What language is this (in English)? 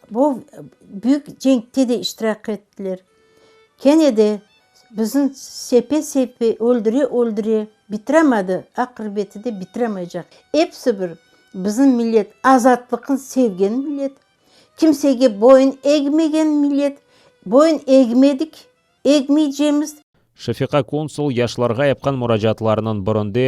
Crimean Tatar